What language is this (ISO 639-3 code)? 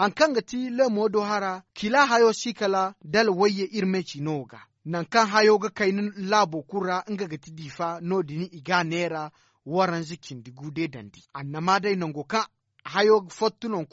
dje